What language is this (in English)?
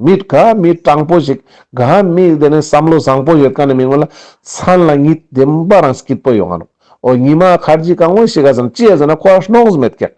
Ladakhi